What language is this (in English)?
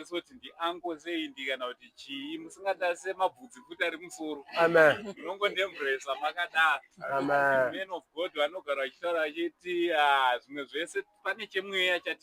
Shona